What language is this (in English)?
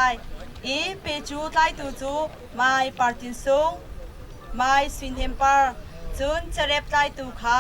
Hakha Chin